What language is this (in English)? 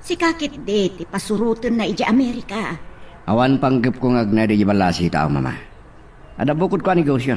Iloko